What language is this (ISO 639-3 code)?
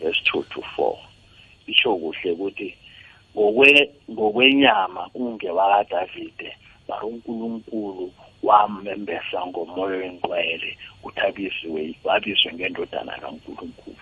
nbl